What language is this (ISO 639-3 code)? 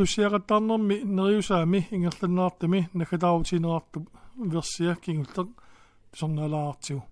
kal